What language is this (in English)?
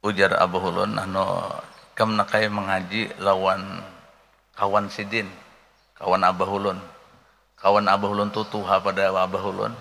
Banjar